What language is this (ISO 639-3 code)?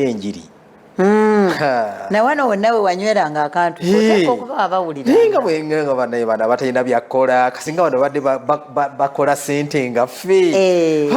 lug